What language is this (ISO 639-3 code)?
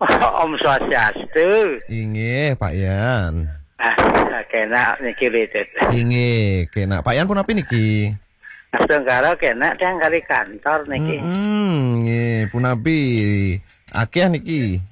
ban